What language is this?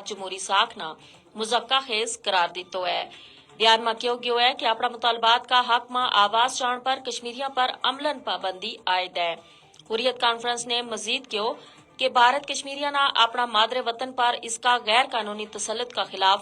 Gujari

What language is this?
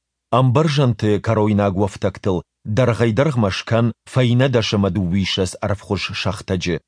Ossetic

